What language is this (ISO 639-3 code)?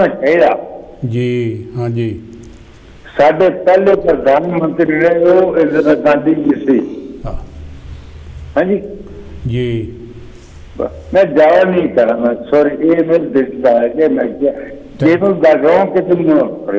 pan